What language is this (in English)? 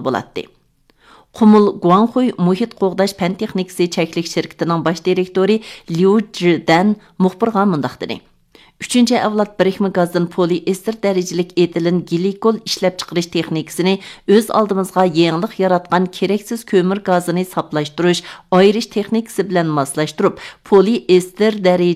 Uyghur